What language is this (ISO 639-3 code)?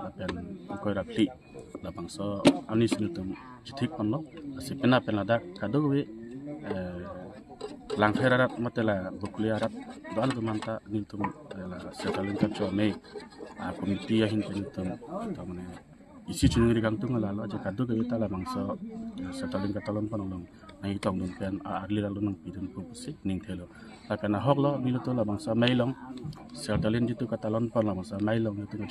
mjw